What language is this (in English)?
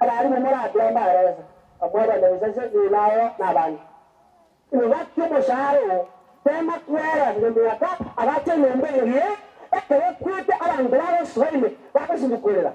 Gusii